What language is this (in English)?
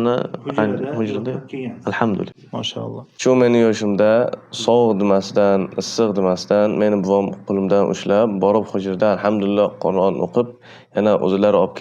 Uzbek